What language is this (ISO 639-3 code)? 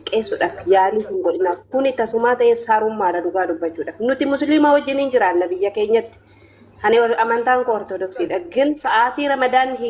orm